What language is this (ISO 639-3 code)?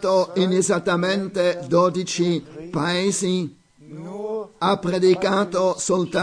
ita